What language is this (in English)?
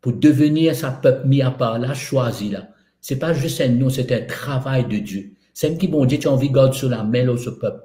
Morisyen